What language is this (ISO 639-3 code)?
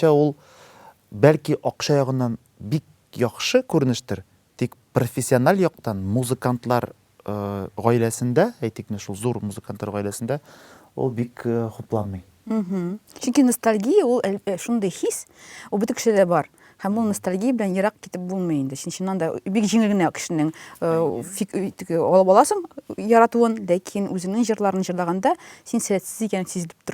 tat